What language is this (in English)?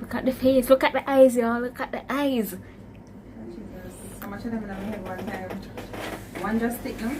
Jamaican Creole English